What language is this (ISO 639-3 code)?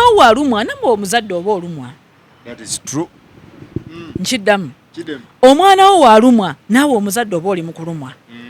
lug